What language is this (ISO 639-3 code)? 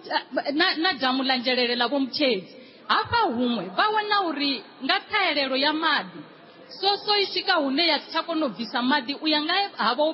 ven